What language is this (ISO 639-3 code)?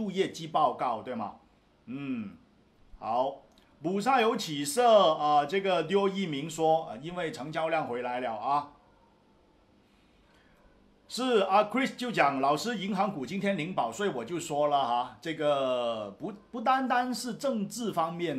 zho